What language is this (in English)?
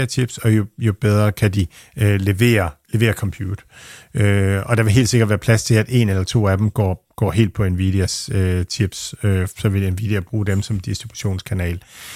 Danish